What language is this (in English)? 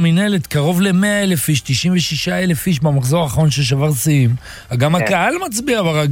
Hebrew